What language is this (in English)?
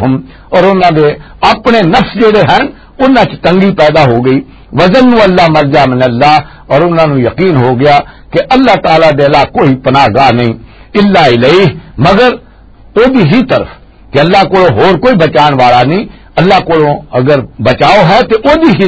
Western Panjabi